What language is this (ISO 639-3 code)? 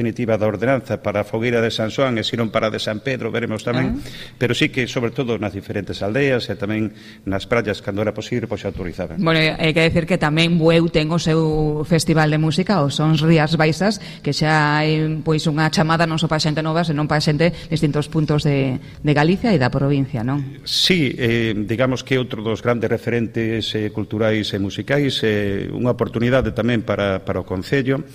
glg